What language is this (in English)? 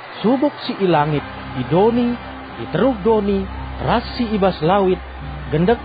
Batak Karo